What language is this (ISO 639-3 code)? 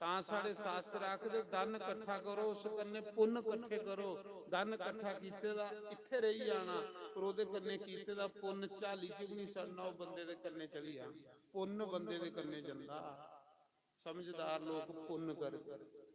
doi